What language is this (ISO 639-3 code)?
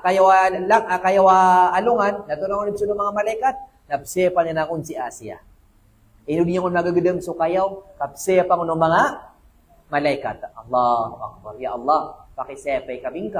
mrw